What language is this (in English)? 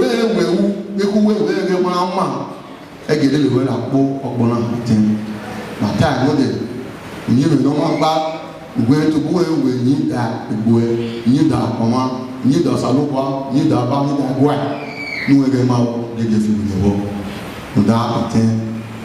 Bini